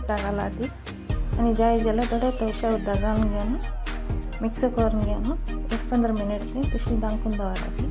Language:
Konkani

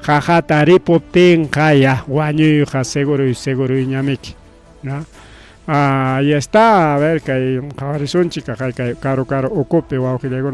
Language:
Ayacucho Quechua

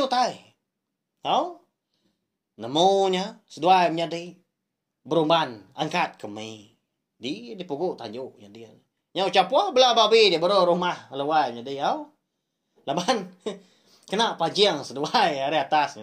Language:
Iban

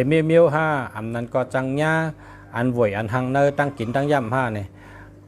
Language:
Shan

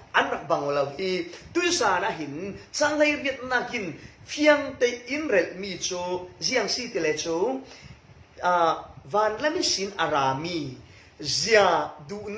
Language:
Falam Chin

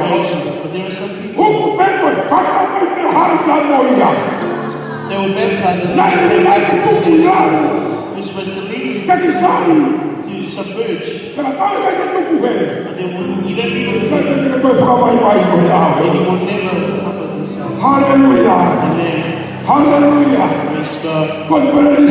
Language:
Tongan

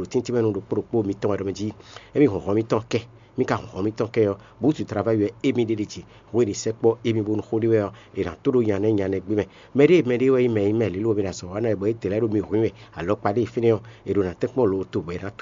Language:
Fon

